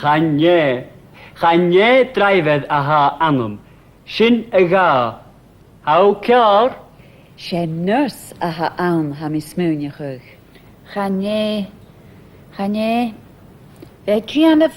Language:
Scottish Gaelic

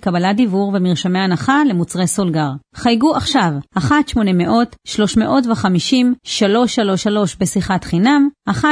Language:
Hebrew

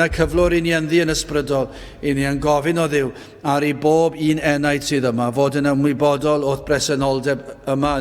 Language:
Welsh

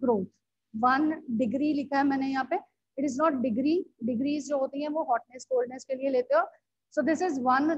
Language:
Hindi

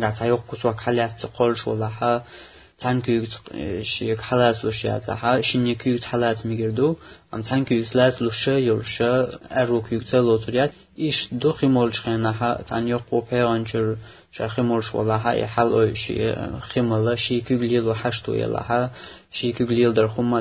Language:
Chechen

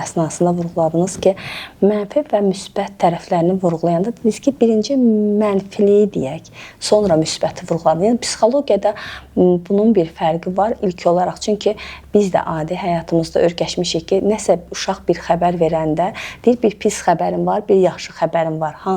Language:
Azerbaijani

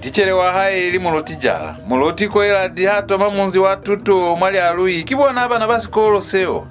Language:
Lozi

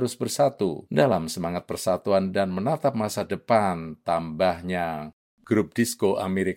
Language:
Indonesian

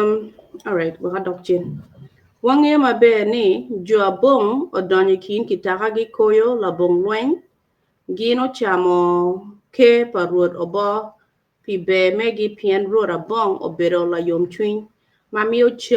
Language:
Acoli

